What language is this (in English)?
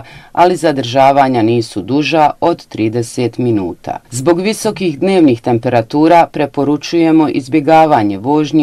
Bosnian